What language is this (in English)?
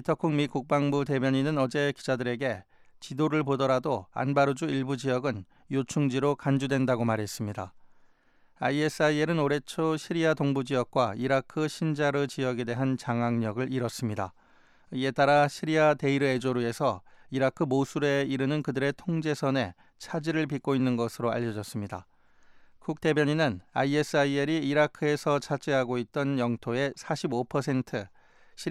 Korean